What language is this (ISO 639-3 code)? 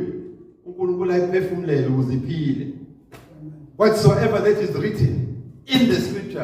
zul